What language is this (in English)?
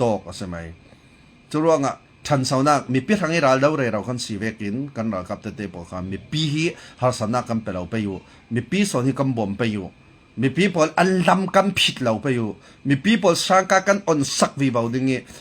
Falam Chin